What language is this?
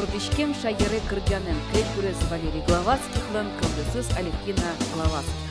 Udmurt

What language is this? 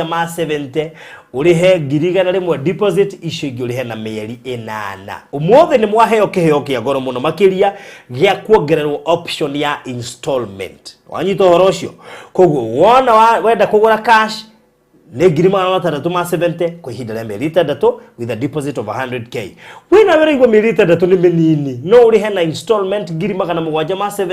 Kikuyu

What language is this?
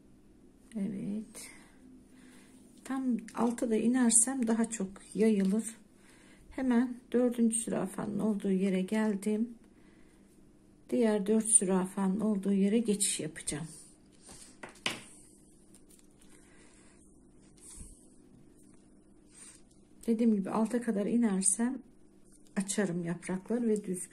Turkish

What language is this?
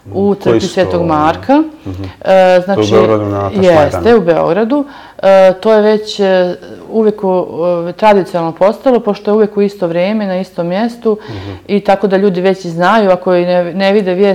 Serbian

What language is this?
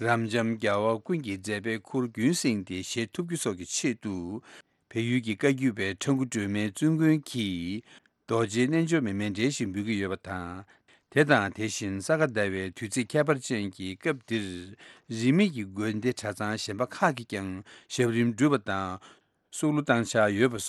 Tibetan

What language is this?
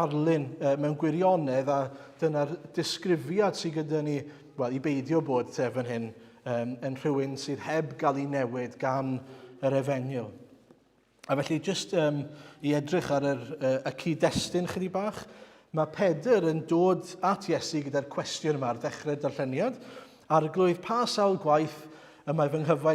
Welsh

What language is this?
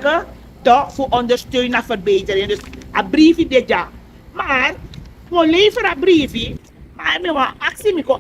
Sranan Tongo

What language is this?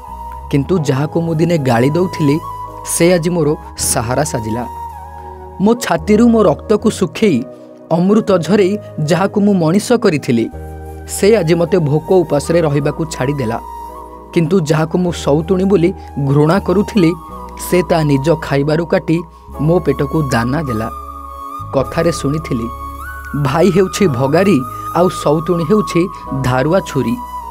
Odia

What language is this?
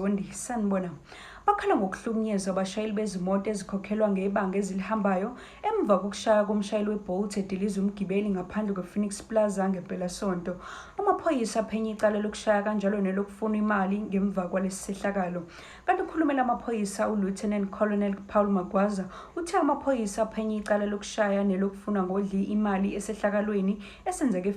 Zulu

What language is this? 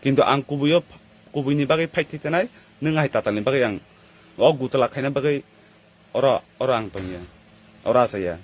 Kok Borok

